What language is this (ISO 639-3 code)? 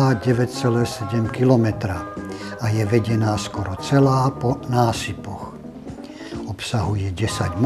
slk